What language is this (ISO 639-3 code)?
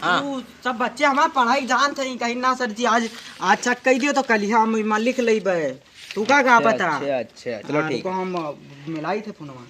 awa